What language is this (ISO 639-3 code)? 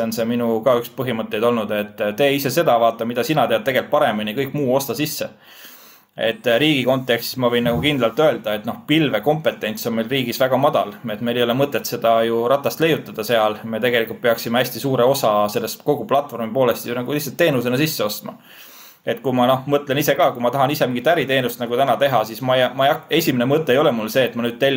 est